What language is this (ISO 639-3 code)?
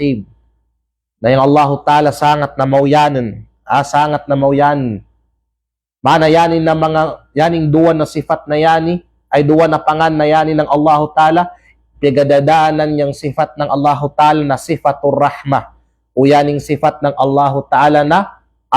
kqe